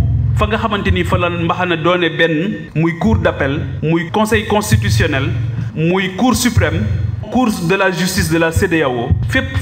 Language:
Wolof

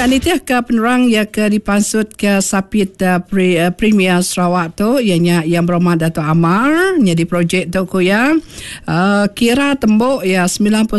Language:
Iban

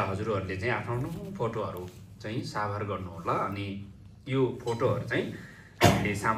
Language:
Nepali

